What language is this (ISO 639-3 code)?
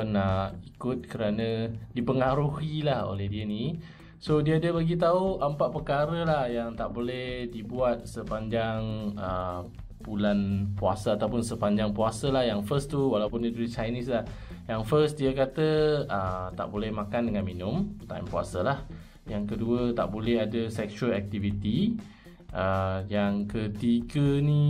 msa